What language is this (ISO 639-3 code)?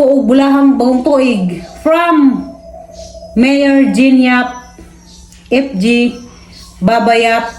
ceb